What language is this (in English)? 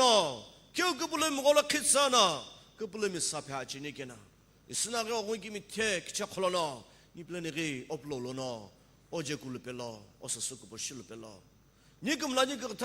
Sumi Naga